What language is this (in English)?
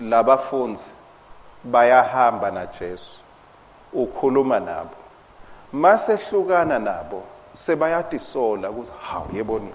Swati